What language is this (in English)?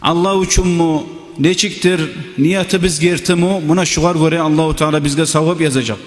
Kumyk